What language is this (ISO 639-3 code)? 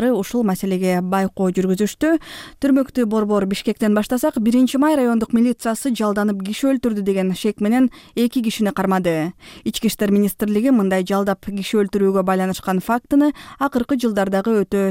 kir